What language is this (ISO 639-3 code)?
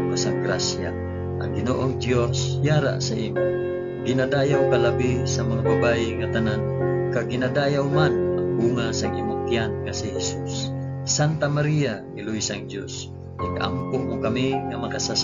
hil